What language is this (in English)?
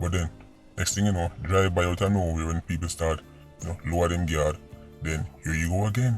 Jamaican Creole English